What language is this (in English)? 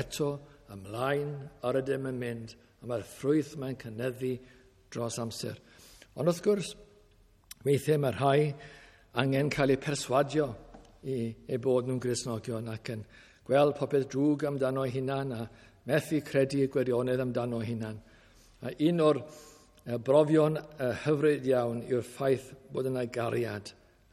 Welsh